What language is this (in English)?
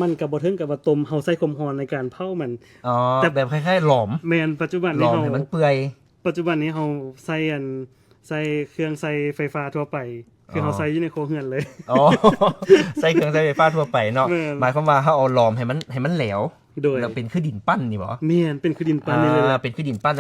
Lao